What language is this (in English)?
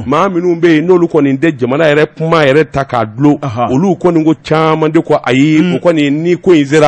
Bambara